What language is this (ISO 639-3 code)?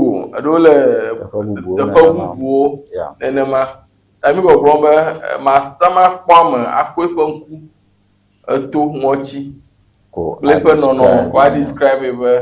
ewe